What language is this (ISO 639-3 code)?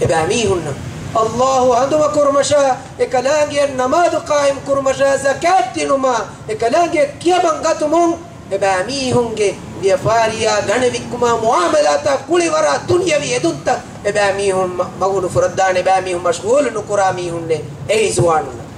div